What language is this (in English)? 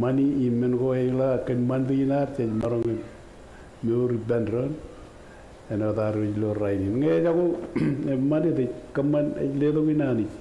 Marshallese